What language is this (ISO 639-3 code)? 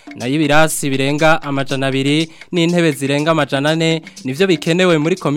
run